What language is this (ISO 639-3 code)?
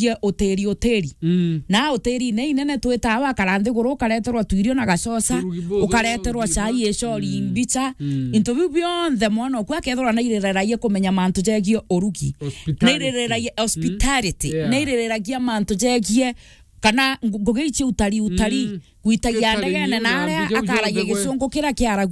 mer